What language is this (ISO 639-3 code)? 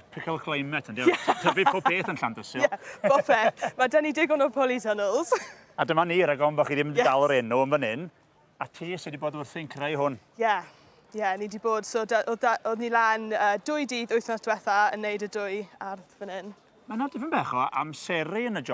cym